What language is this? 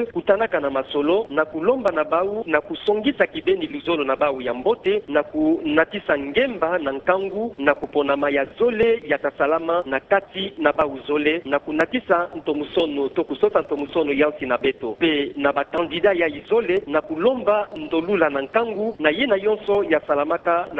Kituba (Democratic Republic of Congo)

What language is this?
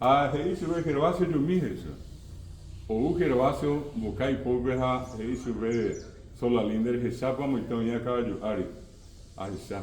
Guarani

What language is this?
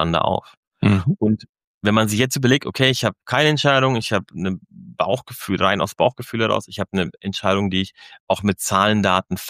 German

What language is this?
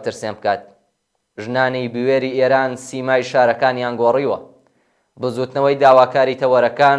Central Kurdish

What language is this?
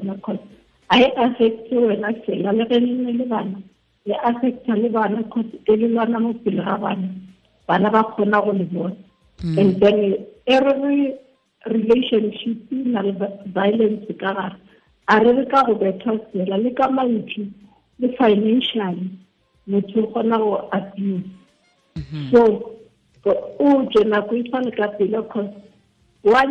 Tswana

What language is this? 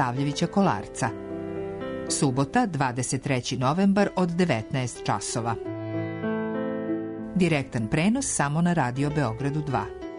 Serbian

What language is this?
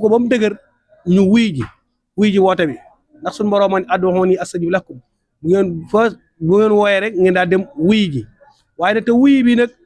Wolof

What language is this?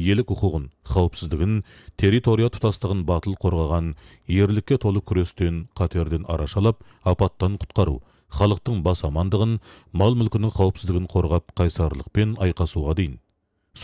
Kazakh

